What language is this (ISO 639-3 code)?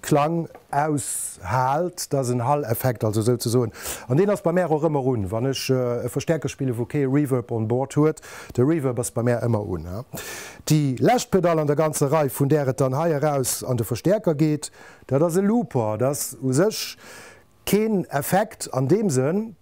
ltz